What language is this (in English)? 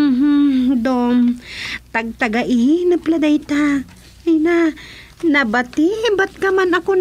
Iloko